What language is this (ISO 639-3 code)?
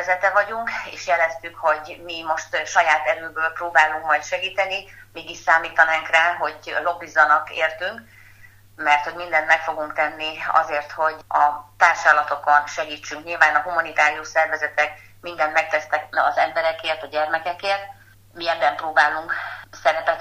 hun